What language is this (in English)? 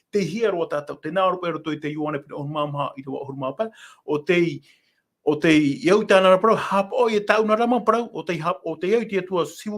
Tahitian